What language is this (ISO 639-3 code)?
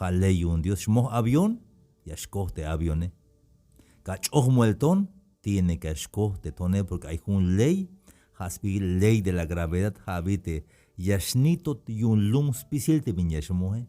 tzh